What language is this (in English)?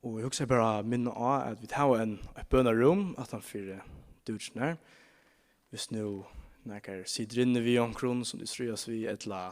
Faroese